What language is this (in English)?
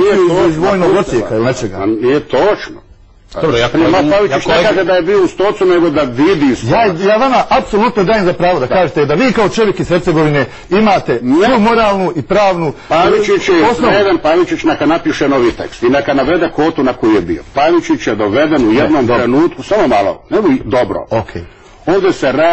Croatian